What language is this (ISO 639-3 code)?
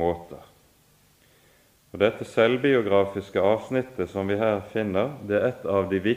nor